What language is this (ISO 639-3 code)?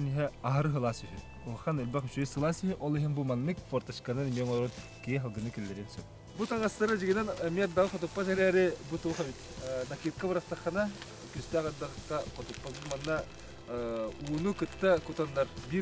sah